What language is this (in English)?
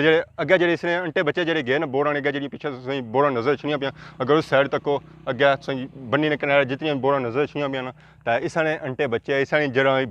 Pahari-Potwari